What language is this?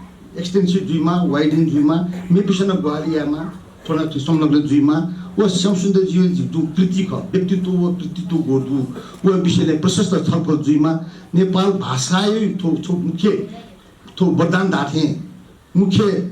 Newari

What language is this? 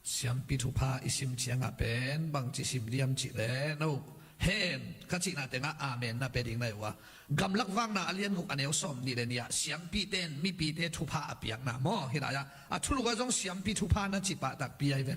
Tedim Chin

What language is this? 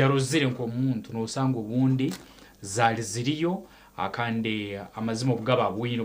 Nyankole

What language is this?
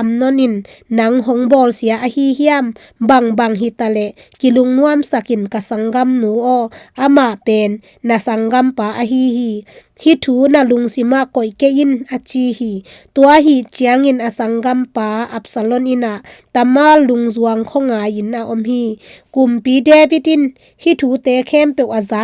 Tedim Chin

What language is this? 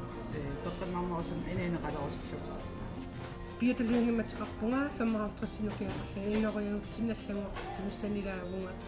Kalaallisut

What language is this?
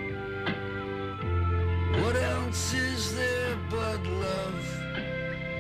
English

